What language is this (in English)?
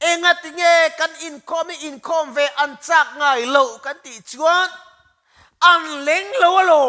Mizo